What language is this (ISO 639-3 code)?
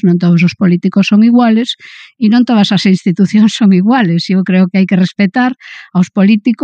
glg